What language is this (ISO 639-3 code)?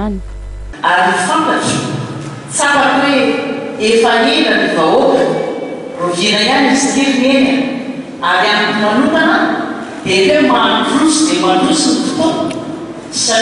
mlg